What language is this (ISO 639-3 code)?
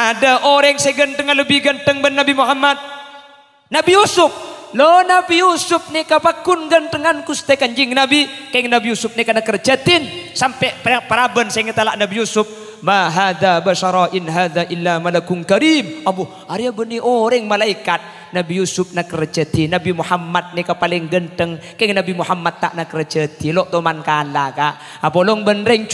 mad